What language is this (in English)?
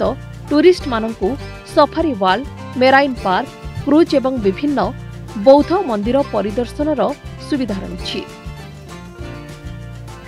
Odia